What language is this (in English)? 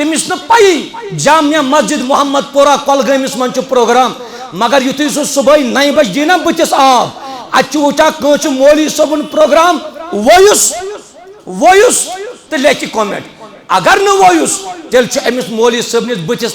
Kashmiri